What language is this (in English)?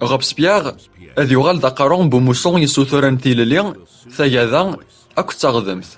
Kabyle